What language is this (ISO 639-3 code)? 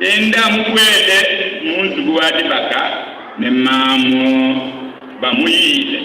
lua